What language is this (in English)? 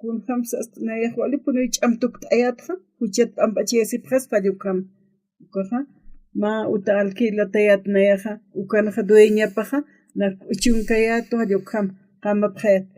Aymara